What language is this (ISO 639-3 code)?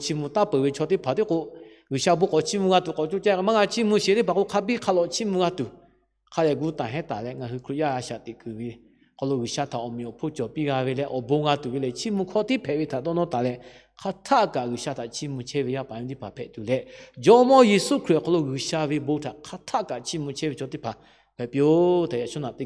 lhu